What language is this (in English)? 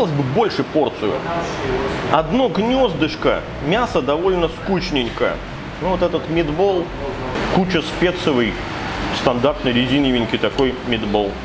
Russian